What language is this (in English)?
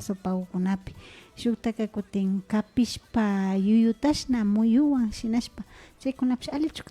Imbabura Highland Quichua